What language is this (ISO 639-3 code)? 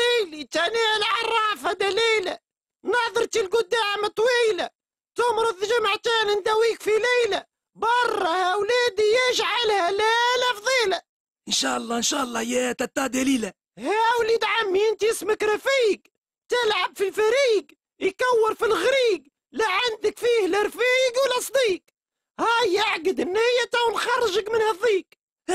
aeb